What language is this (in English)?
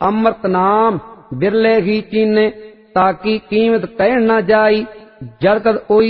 Punjabi